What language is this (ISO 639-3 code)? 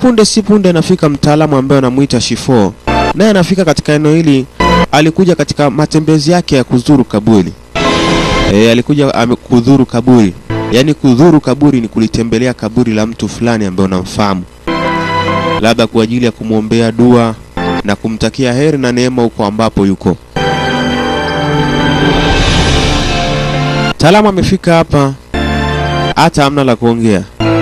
swa